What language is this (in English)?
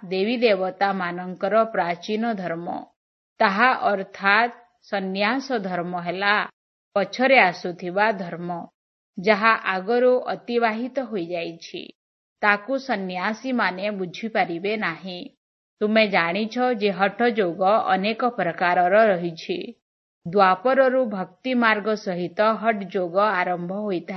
Odia